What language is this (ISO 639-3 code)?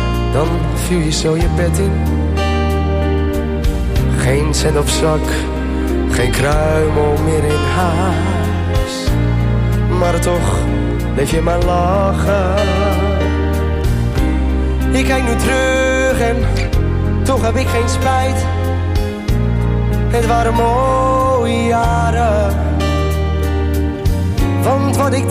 nld